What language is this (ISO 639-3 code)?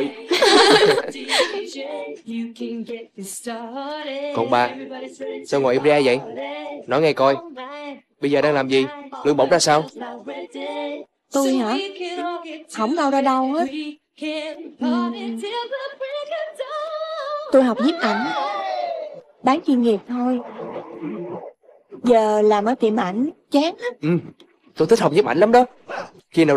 vie